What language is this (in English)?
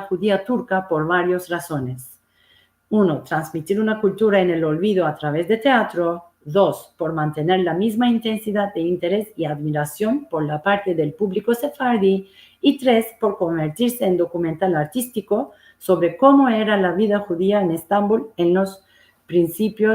Ladino